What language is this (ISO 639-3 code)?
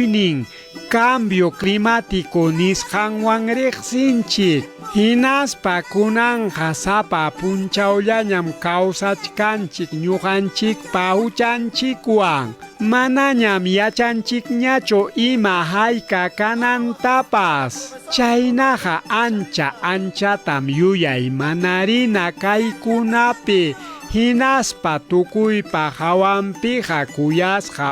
quy